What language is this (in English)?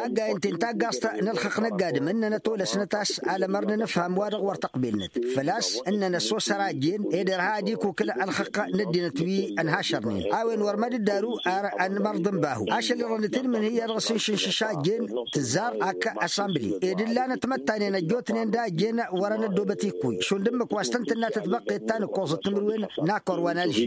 Tamasheq